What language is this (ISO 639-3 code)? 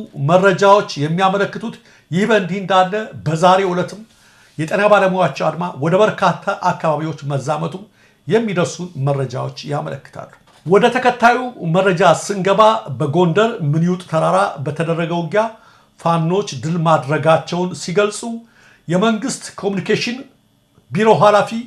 amh